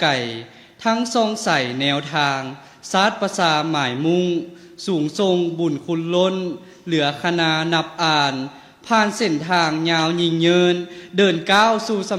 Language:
Lao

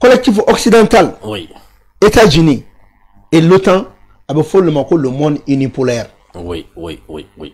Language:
Bambara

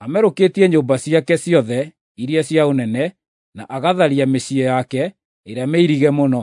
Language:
Kikuyu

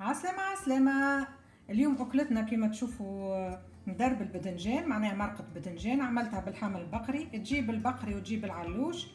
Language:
Tunisian Arabic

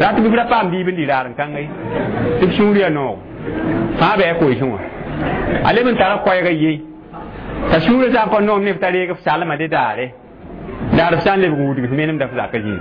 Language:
Mossi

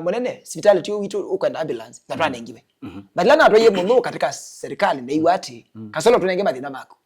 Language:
Kamba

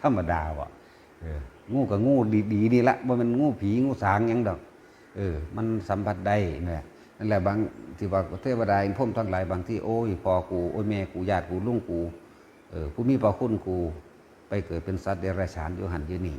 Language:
Northeastern Thai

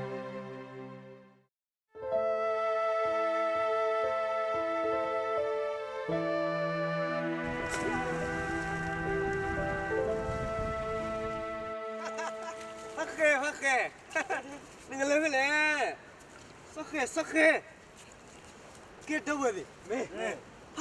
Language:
S'gaw Karen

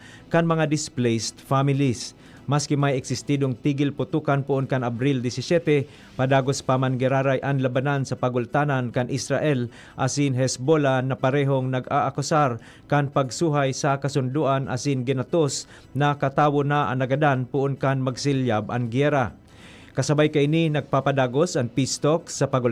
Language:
Bikol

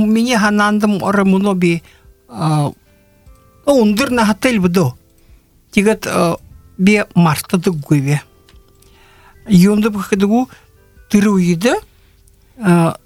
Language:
Buriat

